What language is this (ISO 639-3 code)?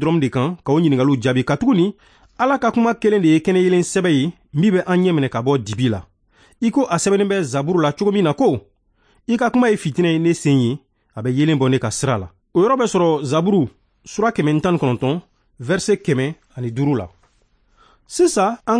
bam